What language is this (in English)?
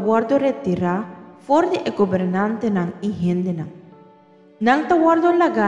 Papiamento